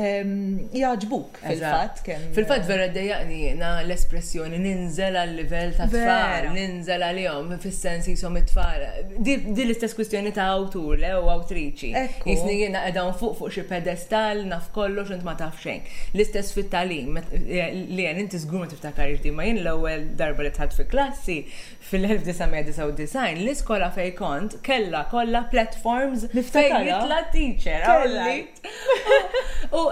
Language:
Maltese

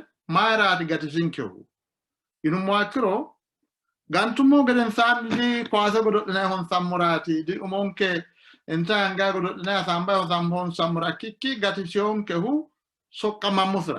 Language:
Sidamo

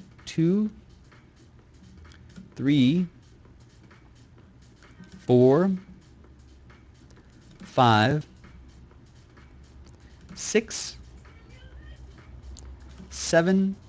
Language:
English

